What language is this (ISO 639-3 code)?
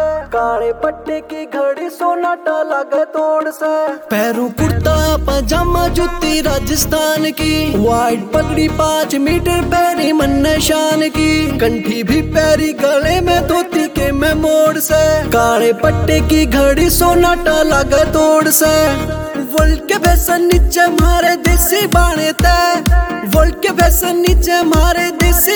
bgc